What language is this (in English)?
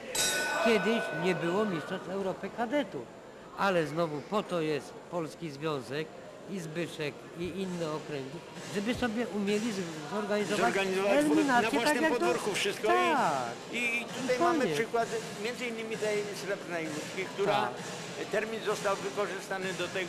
Polish